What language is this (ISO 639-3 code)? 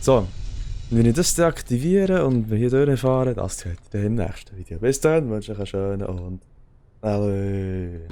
gsw